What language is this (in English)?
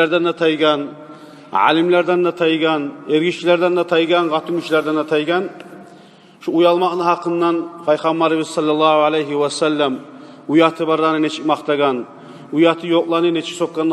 Kumyk